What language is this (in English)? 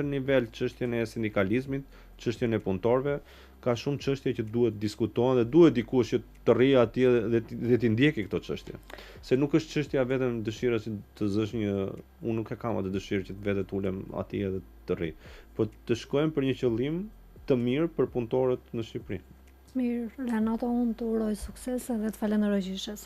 Albanian